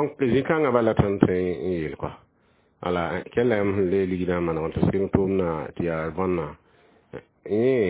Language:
Mossi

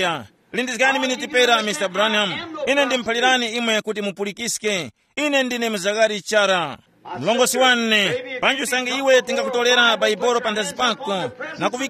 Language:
Tumbuka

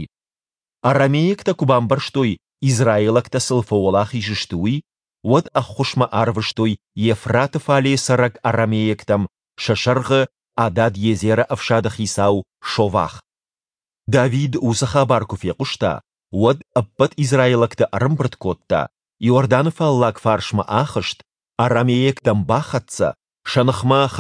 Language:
Ossetic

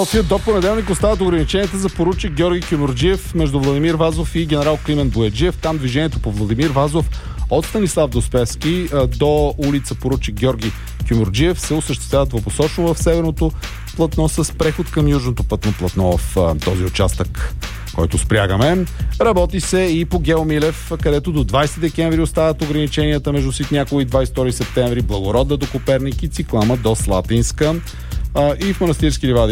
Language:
Bulgarian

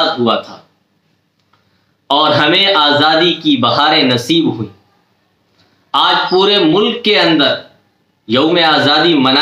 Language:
Urdu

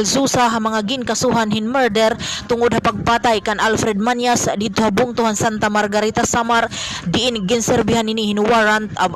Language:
Waray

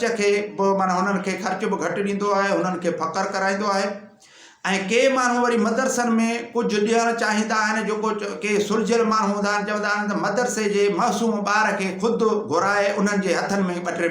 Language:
Sindhi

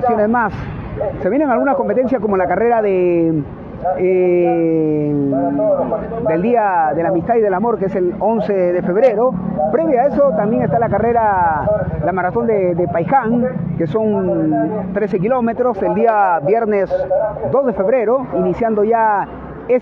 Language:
Spanish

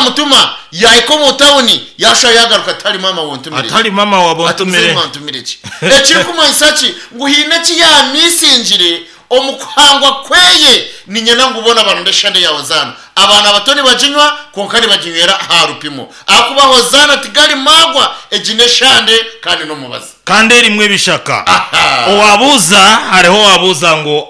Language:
Nyankole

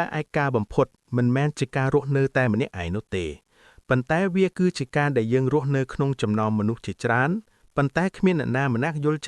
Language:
Khmer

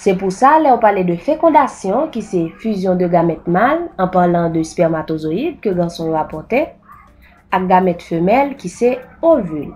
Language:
Haitian Creole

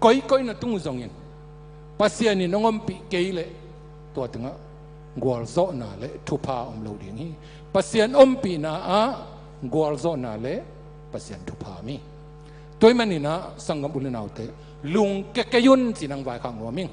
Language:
Tedim Chin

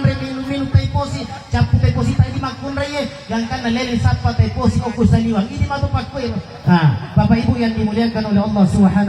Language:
Buginese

